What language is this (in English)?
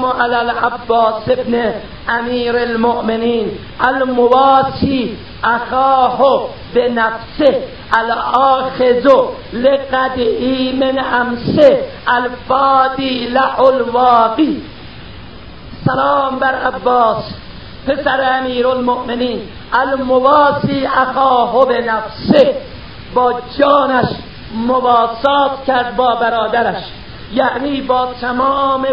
Persian